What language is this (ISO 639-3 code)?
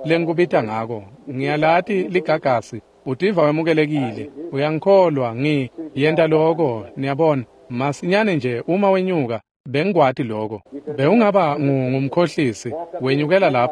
ssw